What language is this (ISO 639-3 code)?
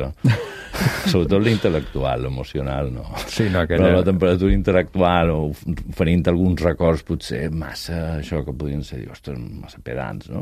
cat